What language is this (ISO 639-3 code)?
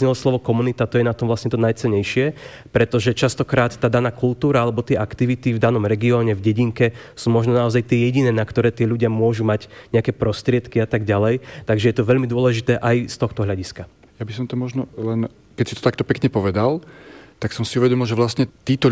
slk